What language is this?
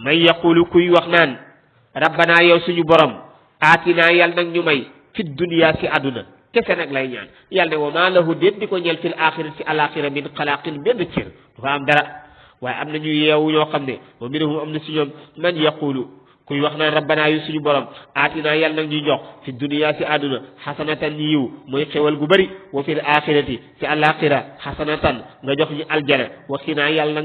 Wolof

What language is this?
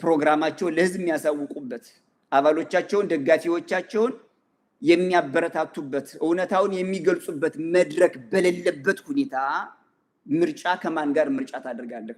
Amharic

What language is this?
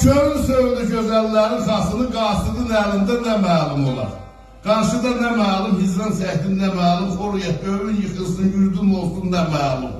South Azerbaijani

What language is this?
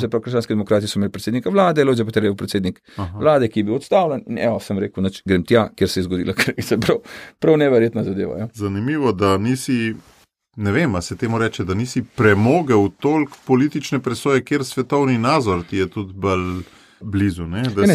Slovenian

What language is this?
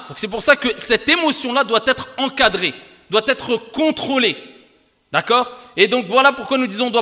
French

